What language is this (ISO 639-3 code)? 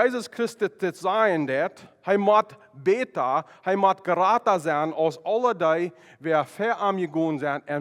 pdt